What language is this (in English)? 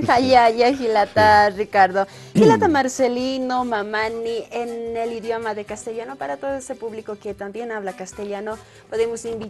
Aymara